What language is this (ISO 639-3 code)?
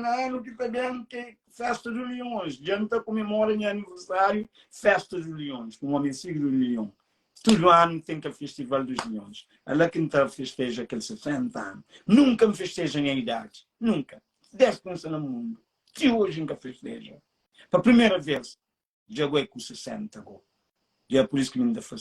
kea